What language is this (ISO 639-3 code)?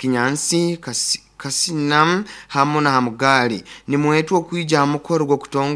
nyo